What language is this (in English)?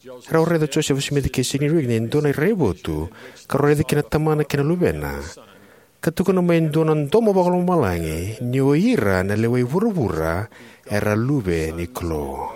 Fijian